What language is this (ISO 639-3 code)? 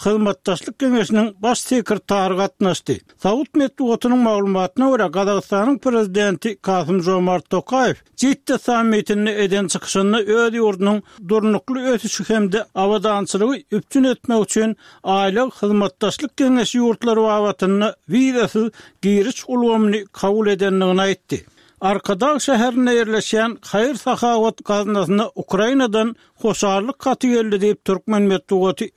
tuk